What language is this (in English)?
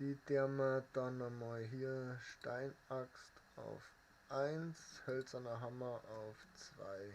Bavarian